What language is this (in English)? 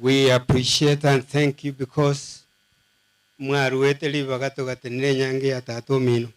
Gusii